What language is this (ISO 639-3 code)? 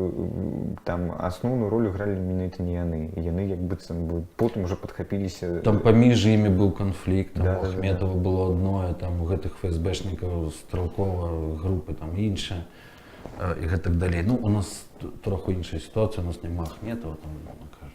bel